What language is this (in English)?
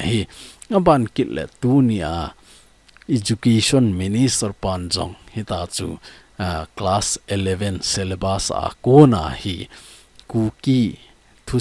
Thado Chin